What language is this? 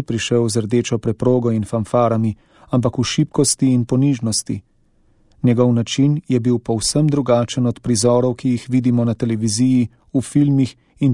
Slovenian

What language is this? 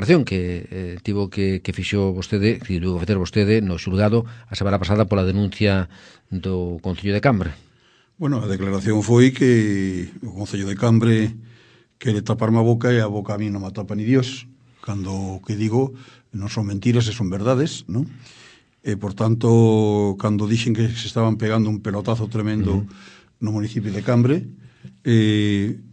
Galician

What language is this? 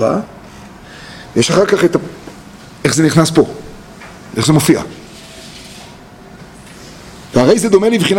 Hebrew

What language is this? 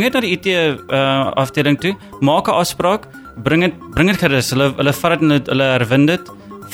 Afrikaans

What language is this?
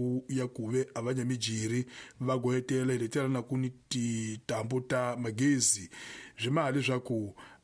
Tsonga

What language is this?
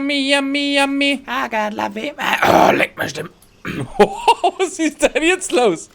Bavarian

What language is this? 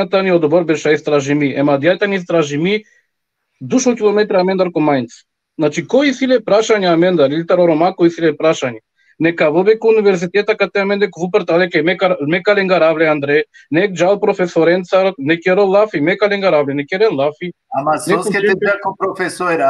Balkan Romani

